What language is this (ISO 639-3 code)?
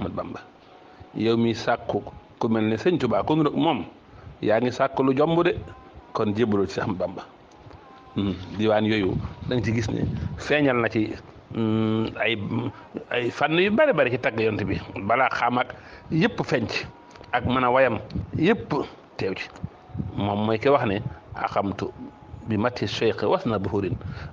wol